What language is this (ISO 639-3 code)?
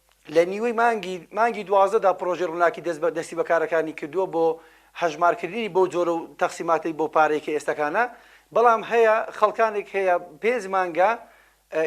ckb